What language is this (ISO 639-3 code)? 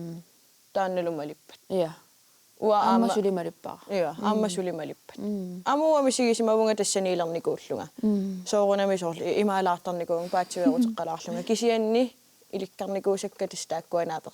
kal